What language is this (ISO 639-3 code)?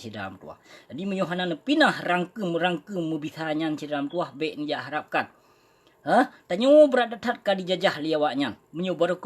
ace